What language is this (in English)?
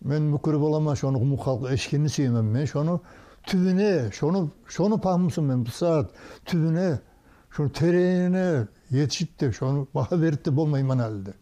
Kumyk